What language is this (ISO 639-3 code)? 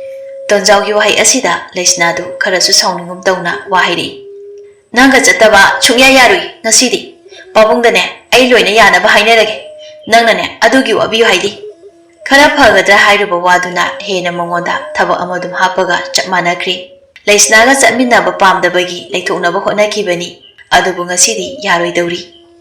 mni